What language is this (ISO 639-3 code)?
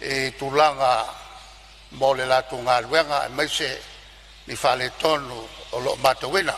smo